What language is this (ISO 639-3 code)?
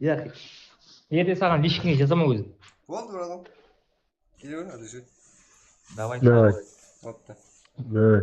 kaa